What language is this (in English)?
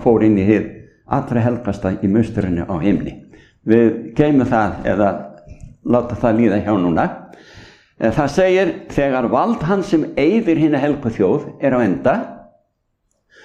Icelandic